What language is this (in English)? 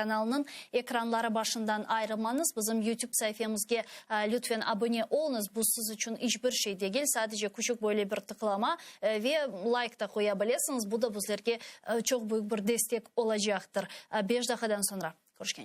Crimean Tatar